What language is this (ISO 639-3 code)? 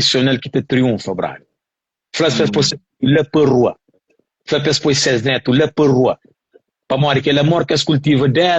kea